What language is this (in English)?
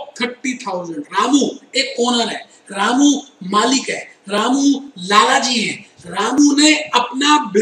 Hindi